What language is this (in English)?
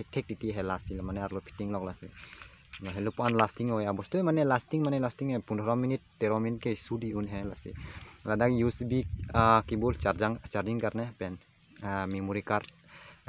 Karbi